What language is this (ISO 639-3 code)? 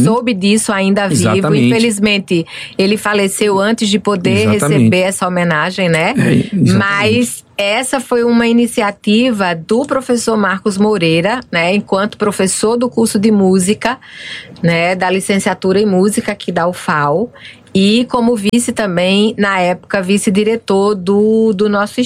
por